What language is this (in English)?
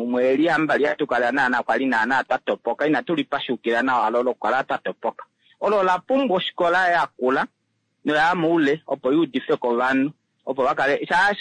Kuanyama